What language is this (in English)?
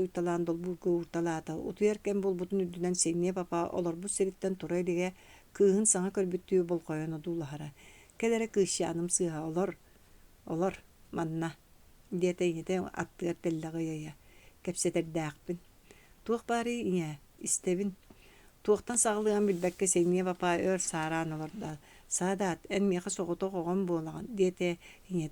Yakut